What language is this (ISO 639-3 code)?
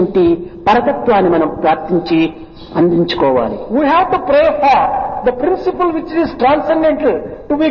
tel